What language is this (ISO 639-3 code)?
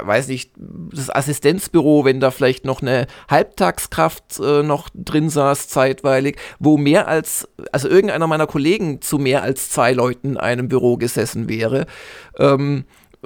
deu